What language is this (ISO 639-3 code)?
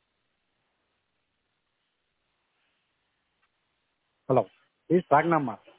hin